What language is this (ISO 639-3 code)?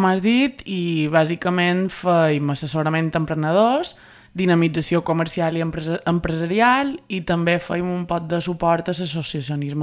cat